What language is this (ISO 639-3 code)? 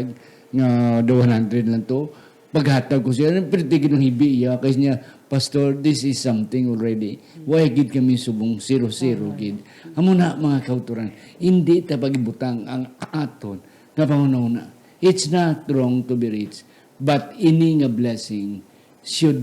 hil